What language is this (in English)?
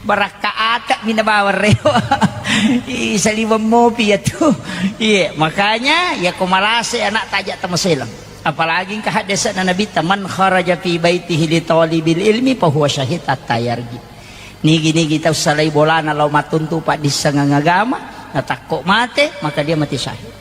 Buginese